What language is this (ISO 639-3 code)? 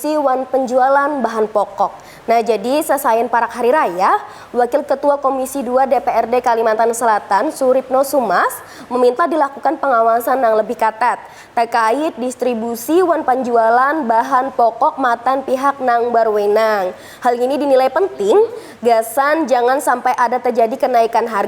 bjn